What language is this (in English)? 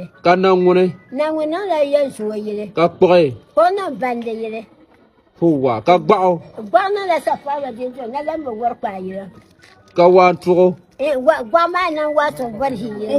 Dagbani